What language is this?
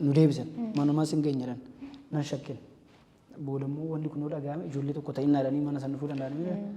Oromo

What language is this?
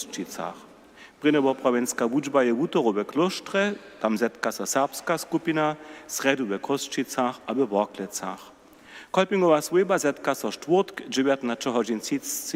Upper Sorbian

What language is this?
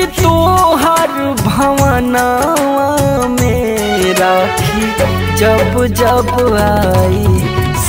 Bhojpuri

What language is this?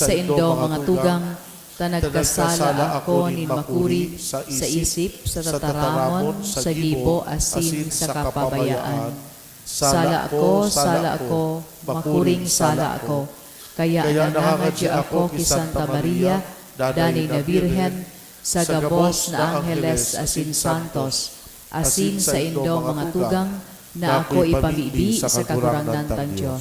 Bikol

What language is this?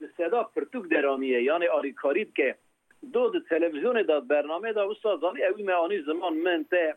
Kurdish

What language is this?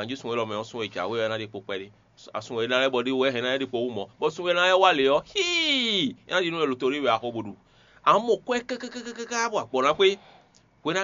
Fon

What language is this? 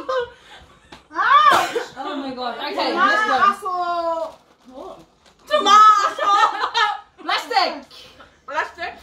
English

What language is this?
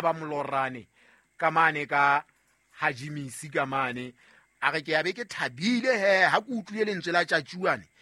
Southern Sotho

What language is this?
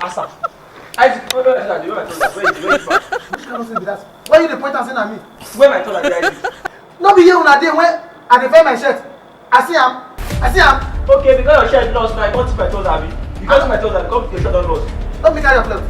Nigerian Pidgin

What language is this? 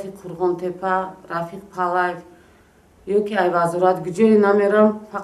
Tajik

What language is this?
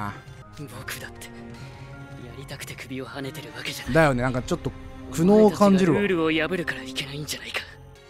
Japanese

